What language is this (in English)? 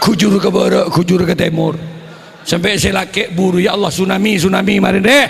Madurese